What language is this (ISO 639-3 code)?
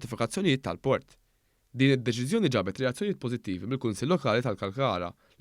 mlt